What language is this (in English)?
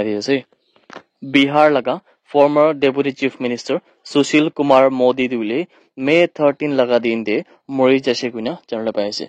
Naga Pidgin